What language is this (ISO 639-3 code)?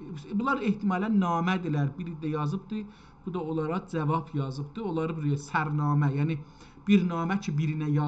azb